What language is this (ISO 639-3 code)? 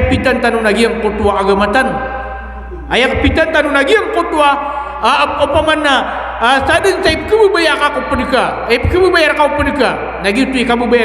mrw